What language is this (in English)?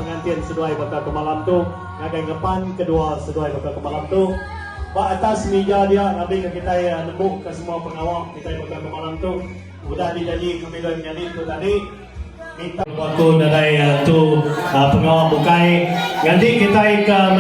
Iban